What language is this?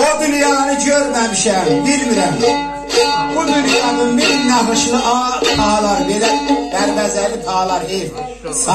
South Azerbaijani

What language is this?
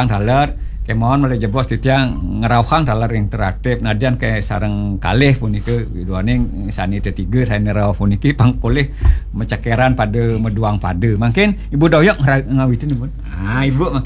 Balinese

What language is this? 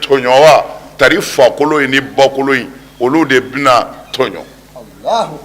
Bambara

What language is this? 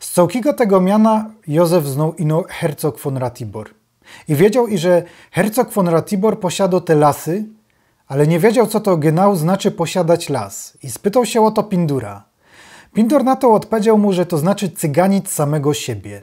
Silesian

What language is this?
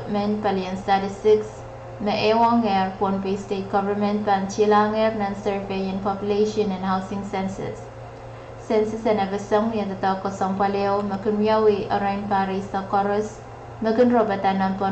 Pohnpeian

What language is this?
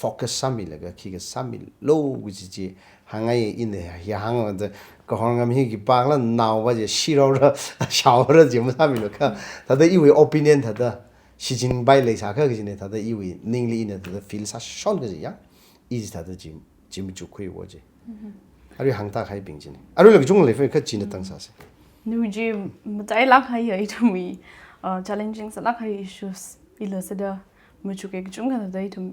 Tangkhul Naga (India)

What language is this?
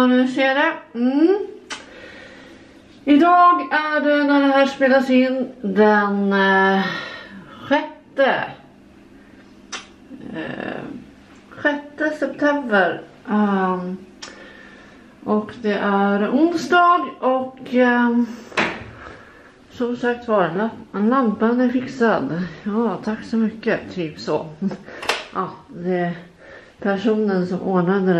Swedish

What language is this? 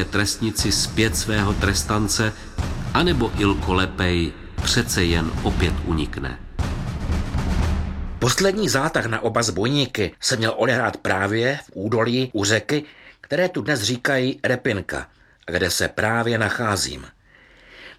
Czech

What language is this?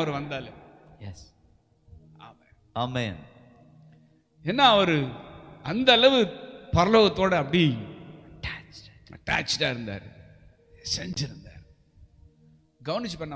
Tamil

